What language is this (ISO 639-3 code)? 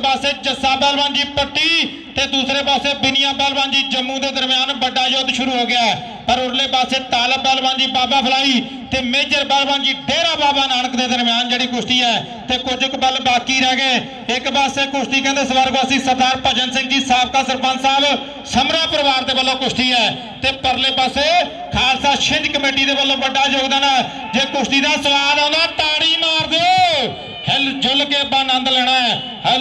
pan